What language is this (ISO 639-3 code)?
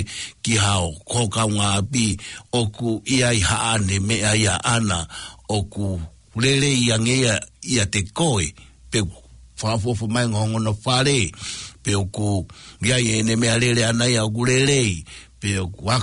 ton